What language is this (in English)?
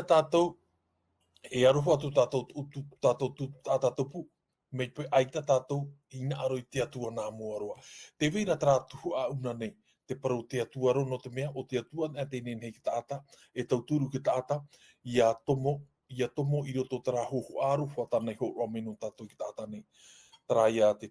Tahitian